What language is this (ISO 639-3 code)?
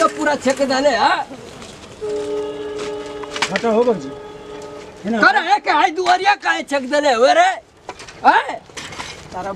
bho